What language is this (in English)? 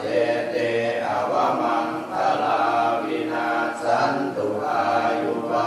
Pali